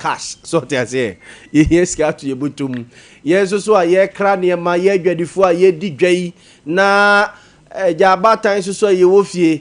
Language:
Akan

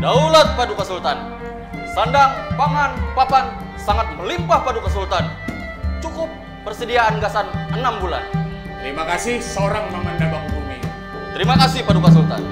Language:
Banjar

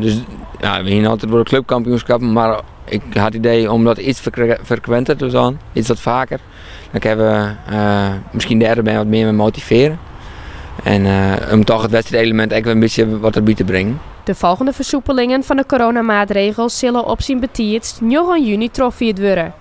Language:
Western Frisian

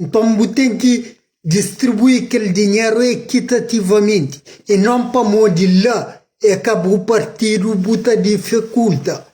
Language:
Kabuverdianu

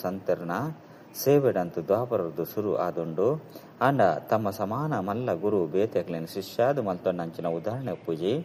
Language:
Tulu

